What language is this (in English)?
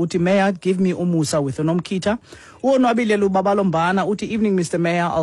Xhosa